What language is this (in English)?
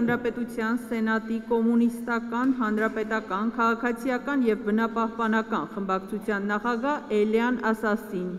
Armenian